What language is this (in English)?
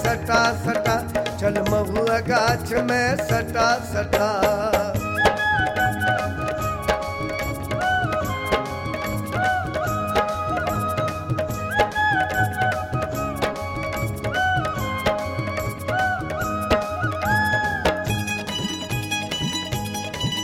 Bhojpuri